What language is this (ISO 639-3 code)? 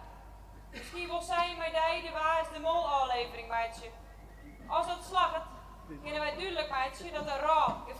fry